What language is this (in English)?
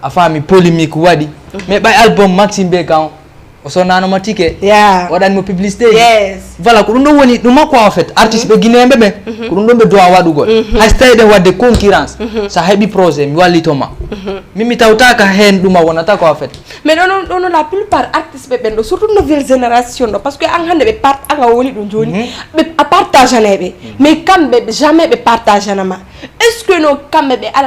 Fula